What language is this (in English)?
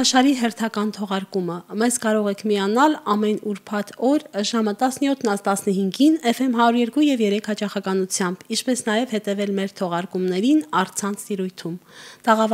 Armenian